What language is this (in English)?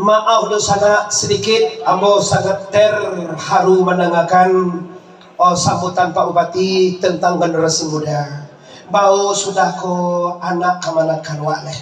Minangkabau